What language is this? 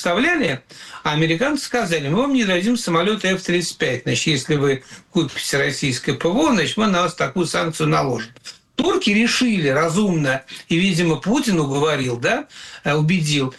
Russian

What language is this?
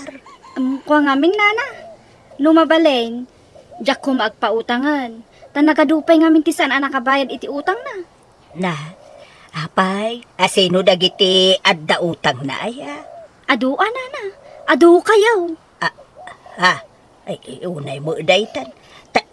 Iloko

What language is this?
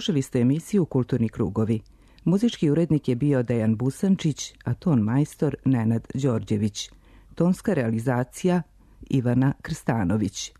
Serbian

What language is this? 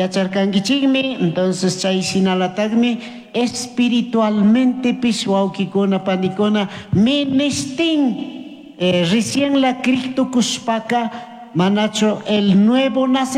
Chimborazo Highland Quichua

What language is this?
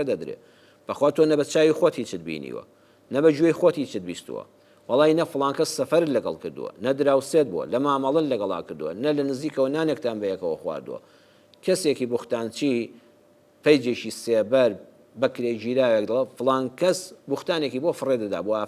Central Kurdish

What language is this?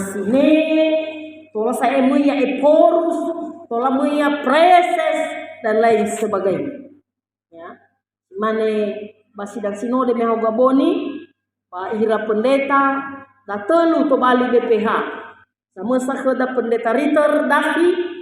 Nias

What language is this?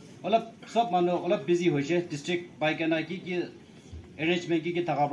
Naga Pidgin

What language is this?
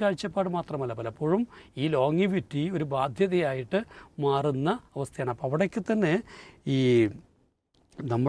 Malayalam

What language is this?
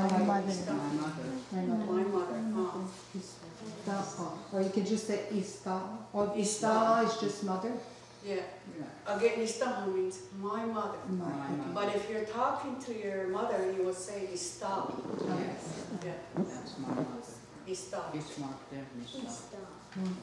Mohawk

